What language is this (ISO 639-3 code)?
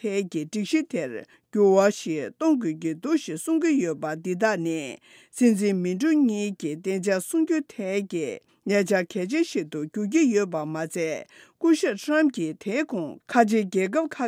bod